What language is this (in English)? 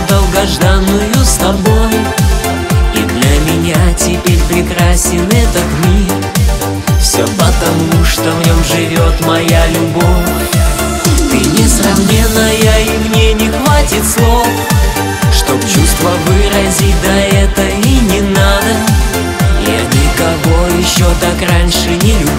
Russian